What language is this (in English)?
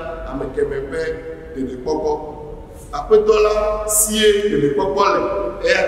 Ewe